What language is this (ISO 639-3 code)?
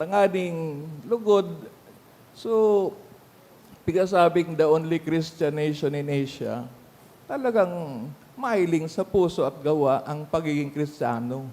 bik